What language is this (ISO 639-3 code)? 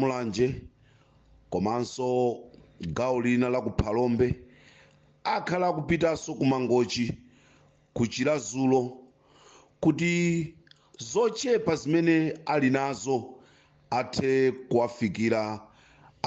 nya